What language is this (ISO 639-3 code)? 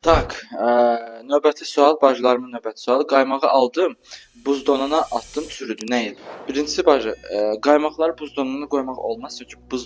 aze